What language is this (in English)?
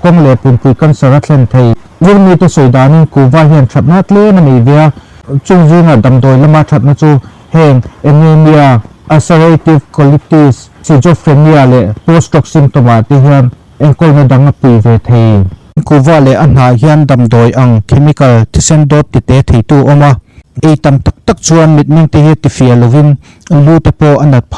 Mizo